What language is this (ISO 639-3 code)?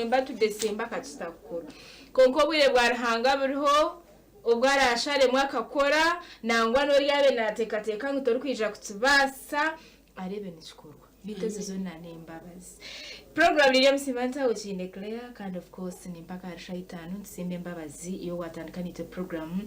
nyn